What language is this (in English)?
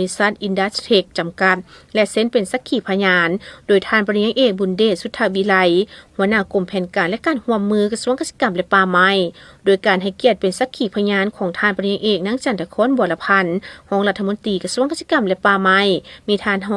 Lao